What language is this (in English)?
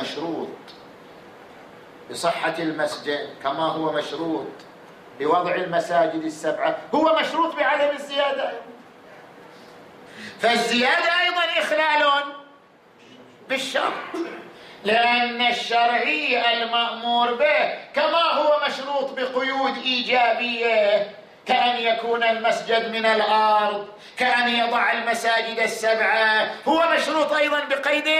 Arabic